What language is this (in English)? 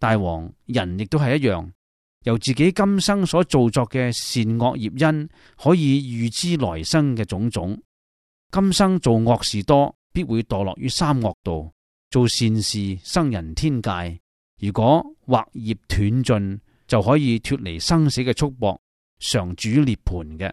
Cantonese